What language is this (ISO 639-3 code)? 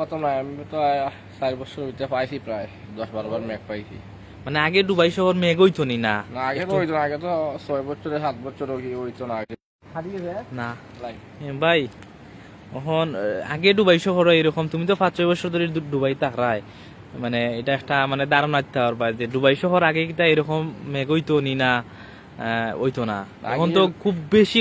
syl